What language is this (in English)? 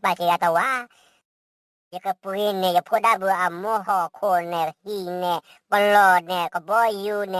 S'gaw Karen